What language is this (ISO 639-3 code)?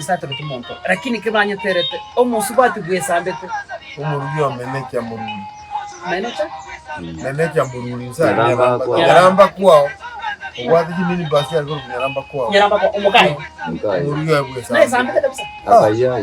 guz